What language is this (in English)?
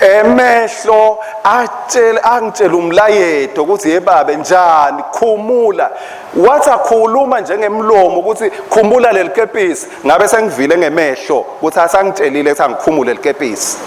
Swati